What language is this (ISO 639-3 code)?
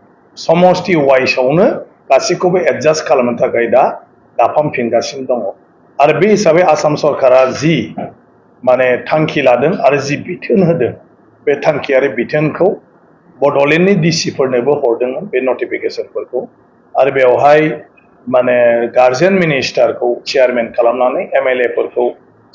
brx